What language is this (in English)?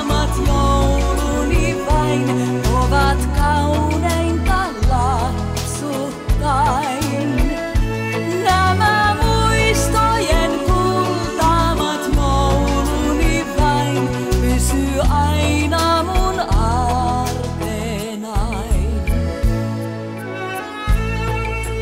Finnish